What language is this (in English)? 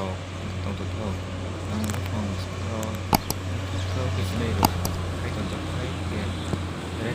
Kok Borok